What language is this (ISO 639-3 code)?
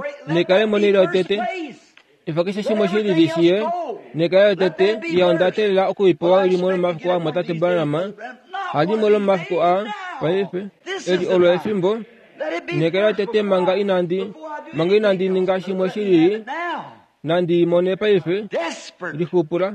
kua